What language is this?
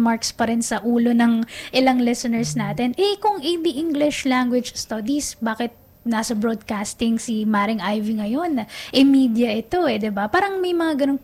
Filipino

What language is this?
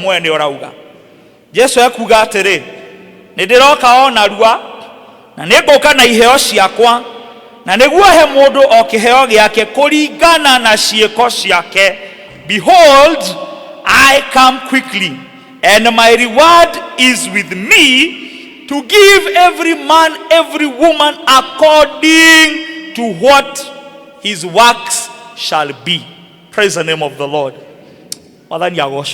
Kikuyu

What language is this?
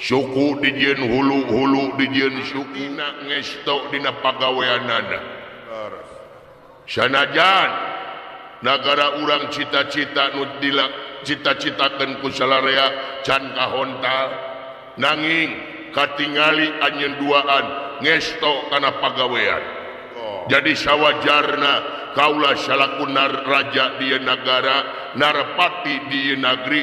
Sundanese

